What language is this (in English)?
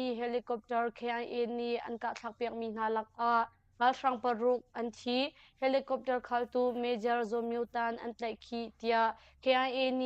Hakha Chin